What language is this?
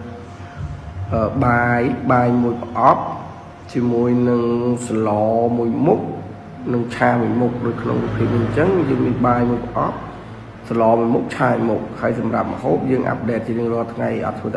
Khmer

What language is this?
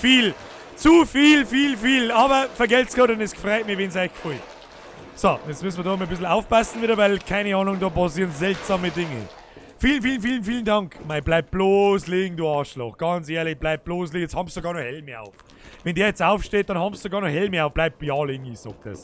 Bavarian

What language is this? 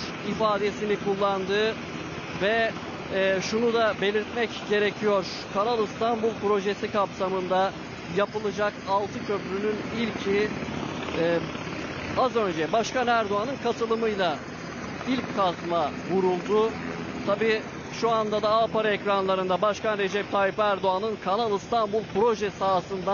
Turkish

